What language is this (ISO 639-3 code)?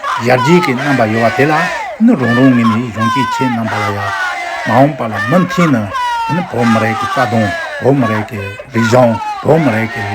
bod